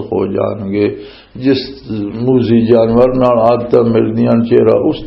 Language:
Western Panjabi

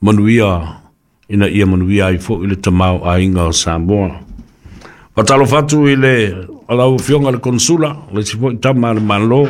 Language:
Samoan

